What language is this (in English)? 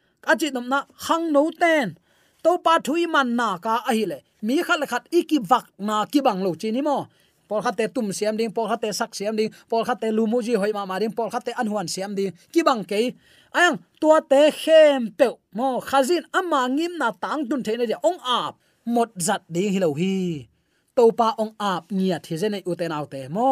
Tedim Chin